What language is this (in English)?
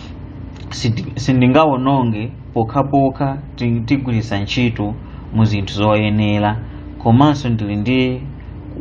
Nyanja